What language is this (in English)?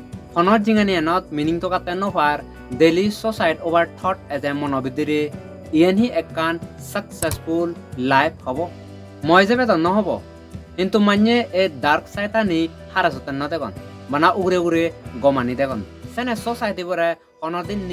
Chakma